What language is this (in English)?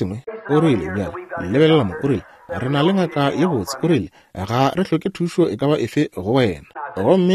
Northern Sotho